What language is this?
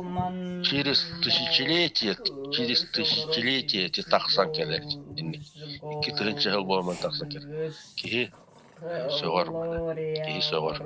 Yakut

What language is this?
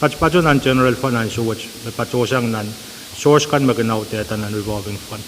Pohnpeian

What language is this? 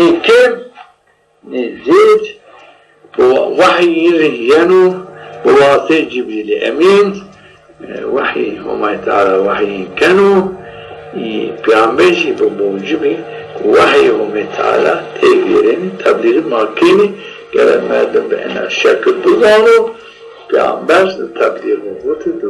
Zaza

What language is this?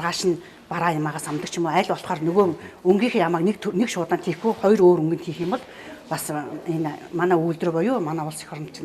Mongolian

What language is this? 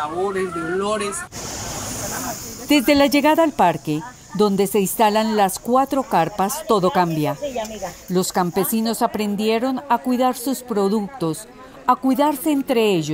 Spanish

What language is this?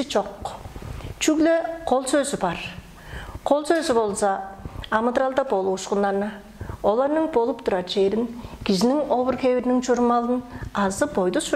Tuvinian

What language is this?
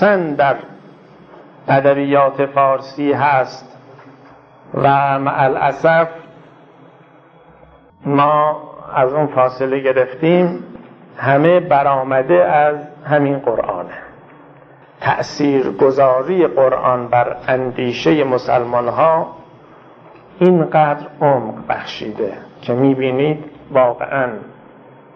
Persian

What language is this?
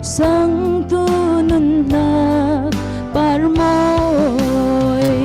Falam Chin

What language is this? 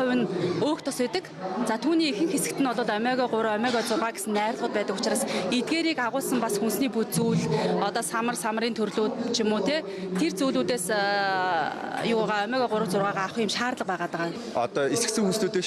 Mongolian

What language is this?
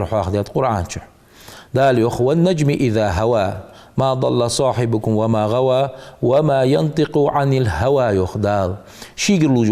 Ingush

